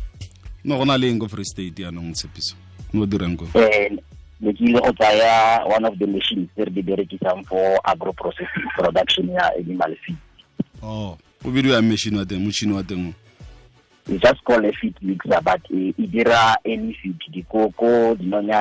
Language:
Tswana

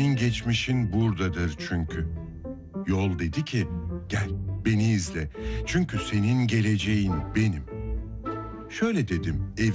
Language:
Turkish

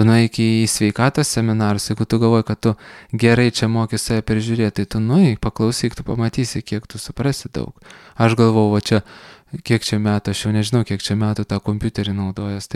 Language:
Lithuanian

